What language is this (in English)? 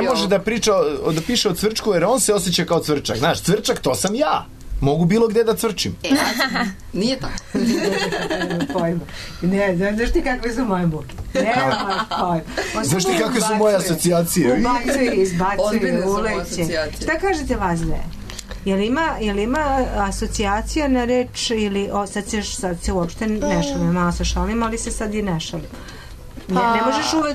Serbian